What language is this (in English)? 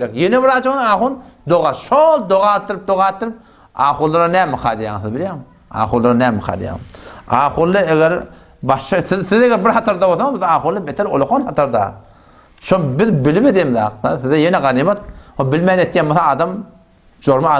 Turkmen